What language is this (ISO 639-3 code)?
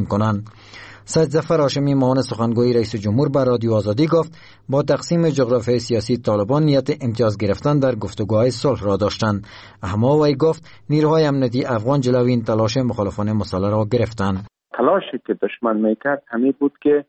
fas